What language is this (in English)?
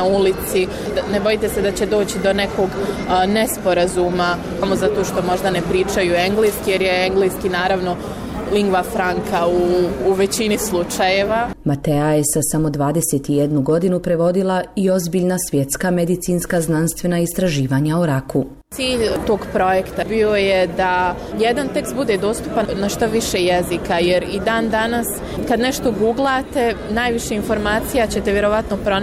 Bosnian